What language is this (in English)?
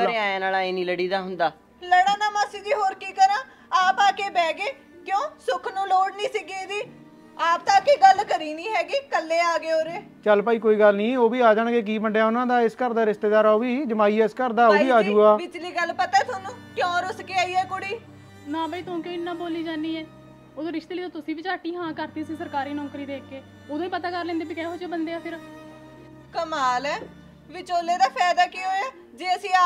Punjabi